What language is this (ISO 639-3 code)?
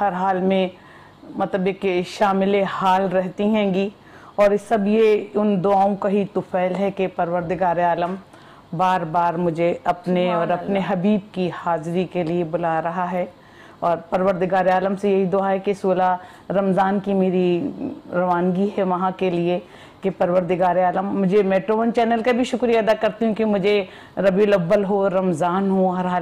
urd